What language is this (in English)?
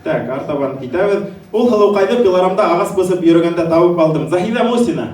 Bashkir